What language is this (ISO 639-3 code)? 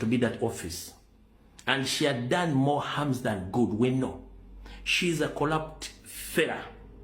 lug